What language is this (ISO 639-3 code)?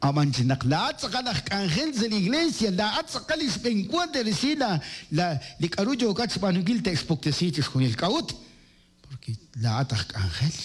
kek